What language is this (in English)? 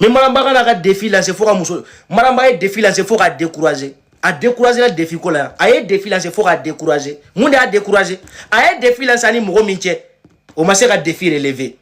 Bambara